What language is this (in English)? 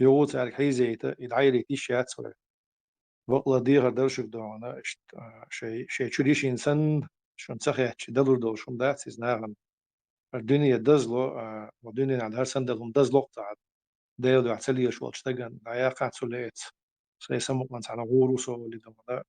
Chechen